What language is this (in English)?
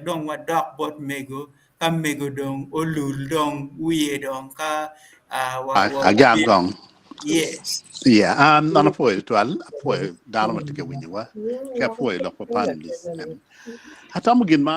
Acoli